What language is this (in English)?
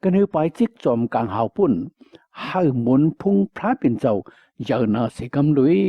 Shan